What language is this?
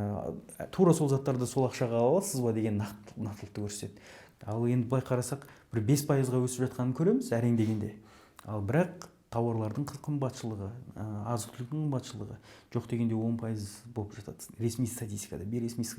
Kazakh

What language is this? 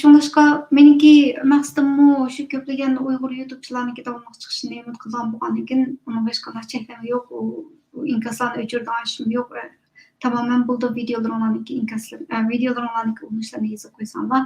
Uyghur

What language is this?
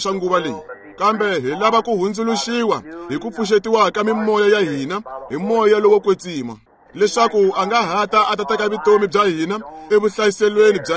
Tsonga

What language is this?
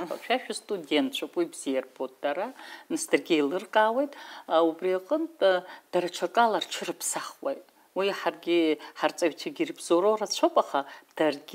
Abkhazian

